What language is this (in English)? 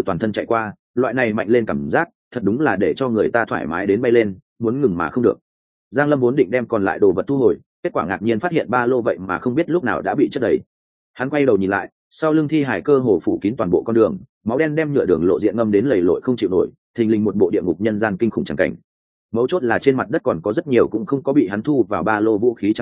Vietnamese